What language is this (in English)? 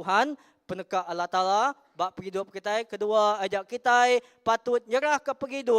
Iban